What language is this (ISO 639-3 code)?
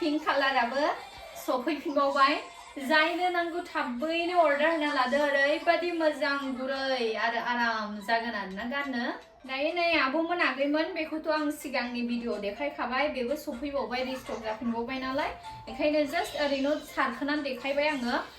brx